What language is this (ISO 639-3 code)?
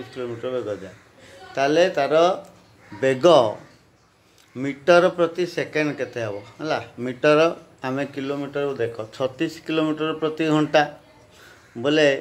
ori